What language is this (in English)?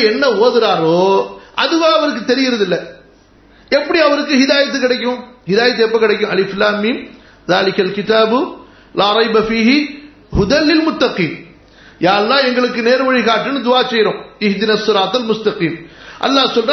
Tamil